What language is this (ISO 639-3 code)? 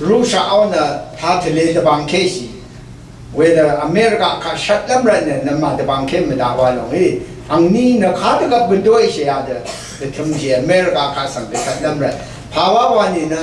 raw